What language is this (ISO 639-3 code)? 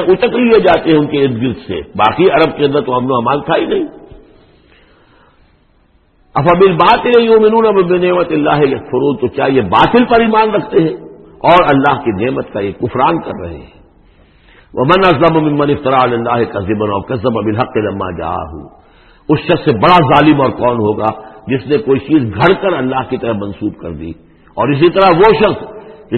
urd